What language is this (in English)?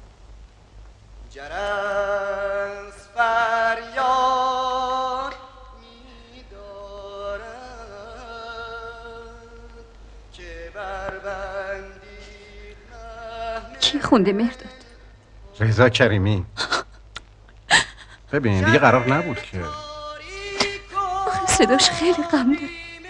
Persian